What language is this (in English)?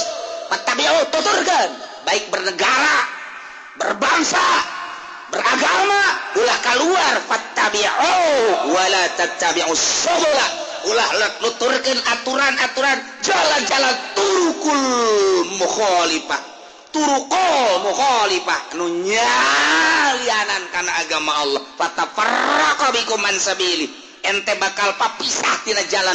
Sundanese